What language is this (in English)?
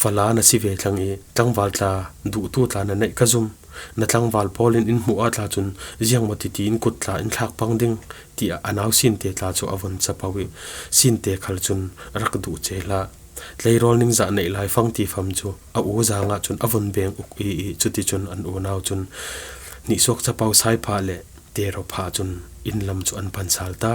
Falam Chin